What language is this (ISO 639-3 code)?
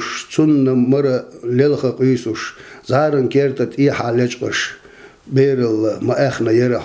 che